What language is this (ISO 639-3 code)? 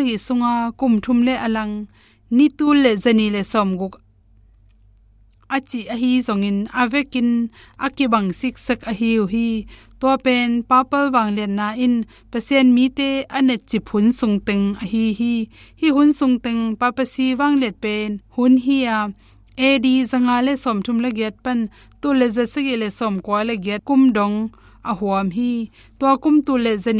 ctd